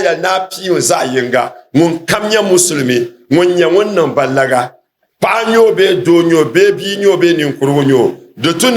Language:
Dagbani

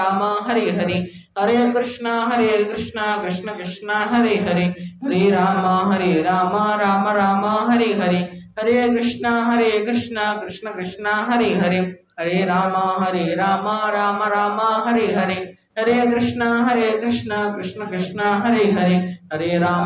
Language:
Odia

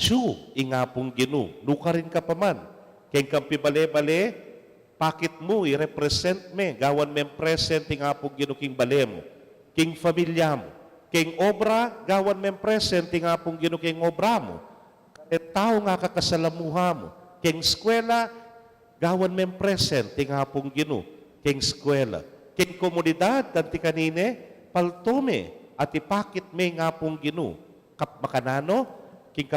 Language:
Pampanga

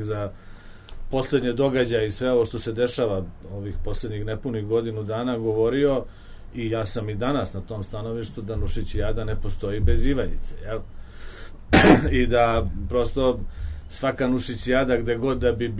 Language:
Serbian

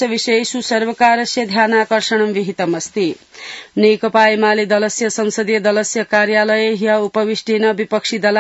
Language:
Sanskrit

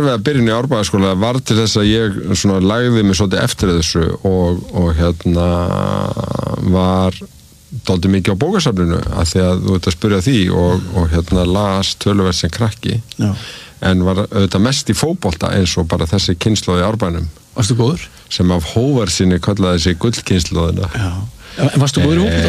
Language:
Icelandic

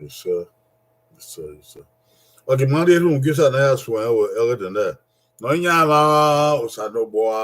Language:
Bini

